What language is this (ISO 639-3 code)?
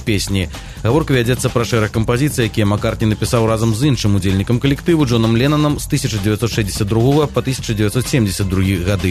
bel